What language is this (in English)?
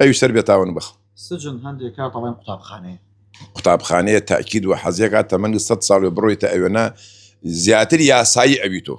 Central Kurdish